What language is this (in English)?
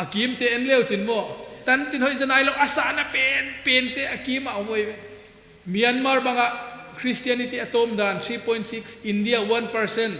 Paite Chin